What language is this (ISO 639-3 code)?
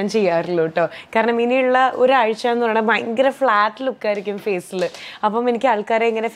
mal